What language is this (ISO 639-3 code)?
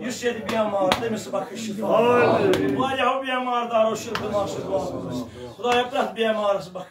kas